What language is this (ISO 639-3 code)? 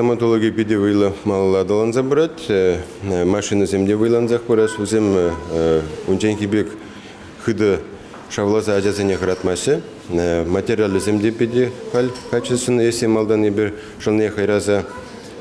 chv